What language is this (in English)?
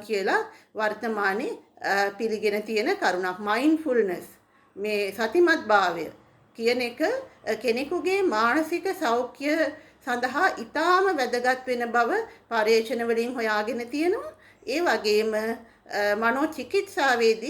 Sinhala